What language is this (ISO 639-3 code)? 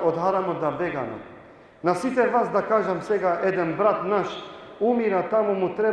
rmn